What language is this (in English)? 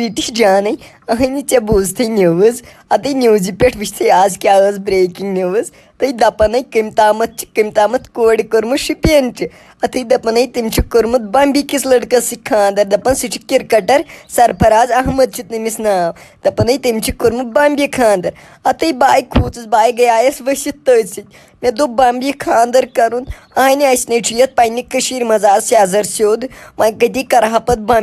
Kashmiri